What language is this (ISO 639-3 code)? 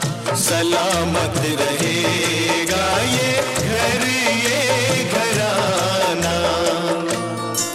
hin